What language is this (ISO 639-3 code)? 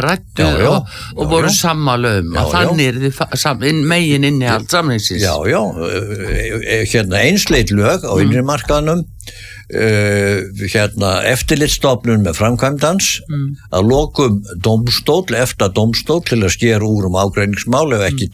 isl